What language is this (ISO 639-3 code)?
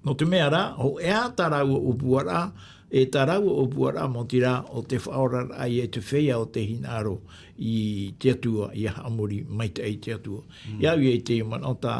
tah